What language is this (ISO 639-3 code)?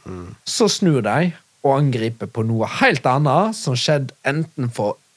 nor